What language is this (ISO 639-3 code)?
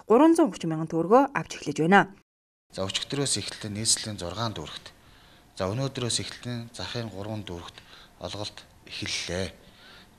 mon